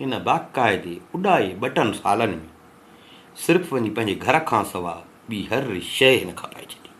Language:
Sindhi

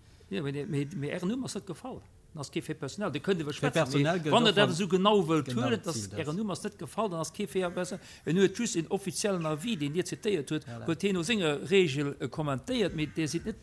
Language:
Luxembourgish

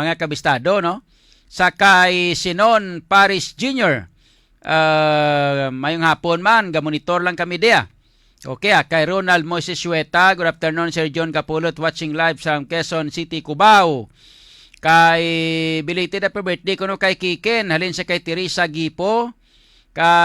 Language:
Hiligaynon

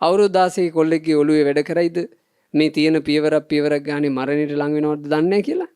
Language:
Sinhala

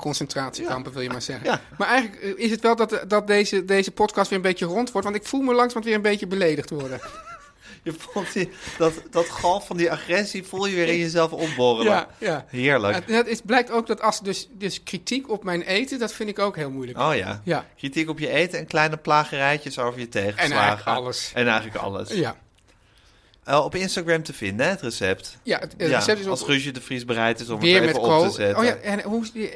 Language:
Dutch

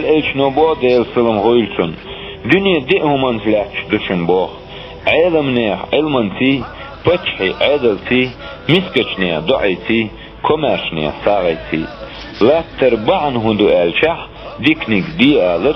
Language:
Chechen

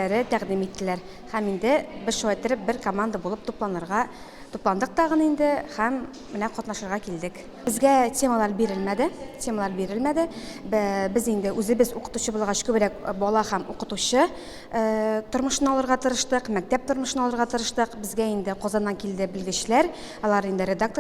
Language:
Tatar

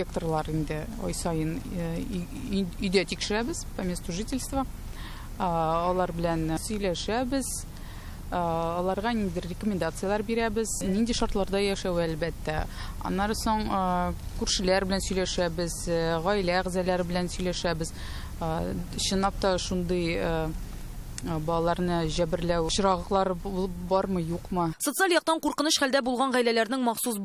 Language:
Tatar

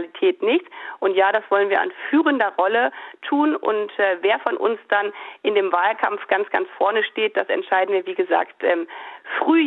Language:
German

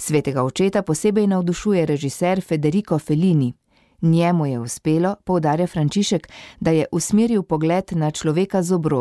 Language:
Slovenian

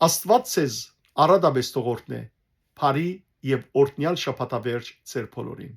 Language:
Western Armenian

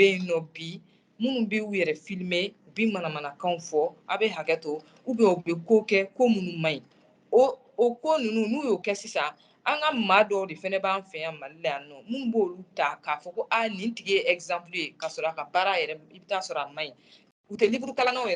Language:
Bambara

